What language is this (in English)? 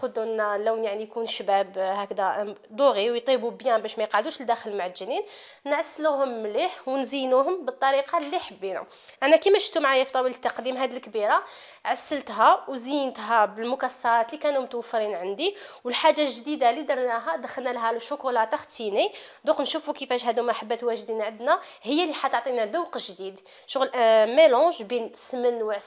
Algerian Arabic